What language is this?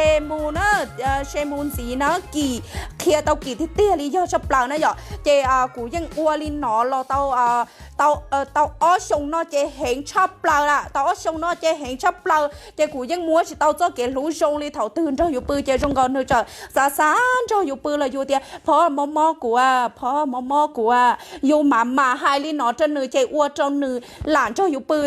Hmong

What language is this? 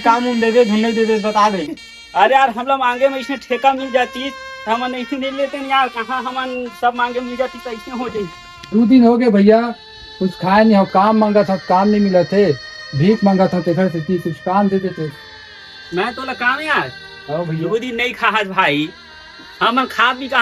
Chhattisgarhi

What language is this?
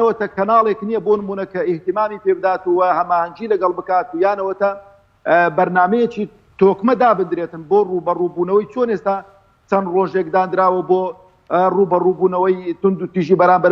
Central Kurdish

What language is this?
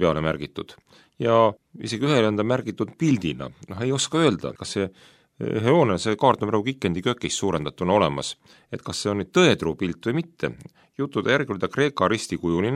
Estonian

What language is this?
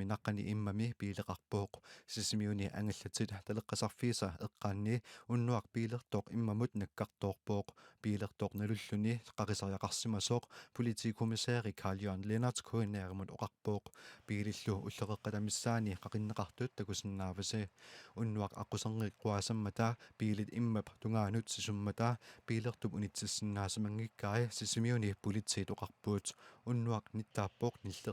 Kalaallisut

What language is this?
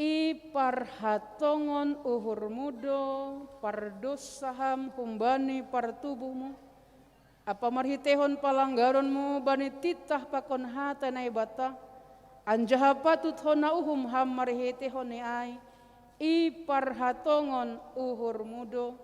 Batak Simalungun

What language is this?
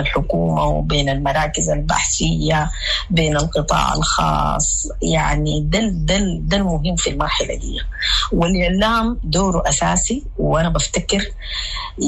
Sudanese Arabic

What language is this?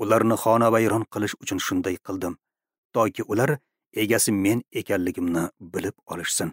Uzbek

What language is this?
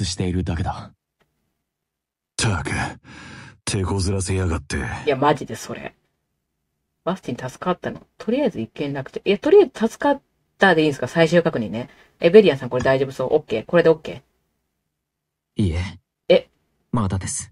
Japanese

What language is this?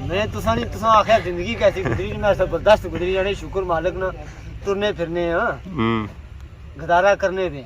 Pahari-Potwari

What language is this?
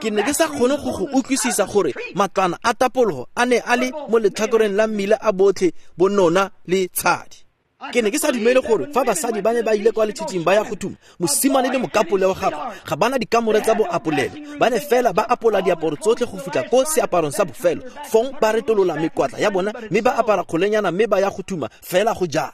Tswana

